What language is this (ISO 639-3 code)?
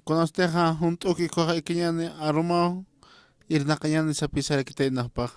aym